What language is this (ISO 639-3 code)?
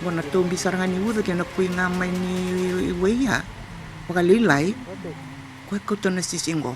fij